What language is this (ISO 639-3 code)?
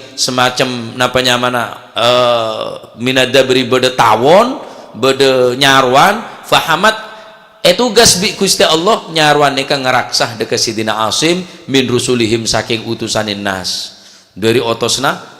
mad